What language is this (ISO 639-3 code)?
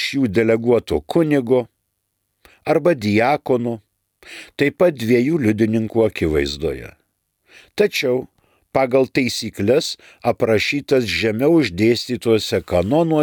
lit